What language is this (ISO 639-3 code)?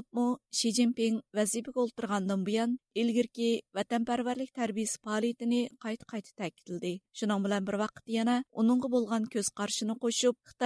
uig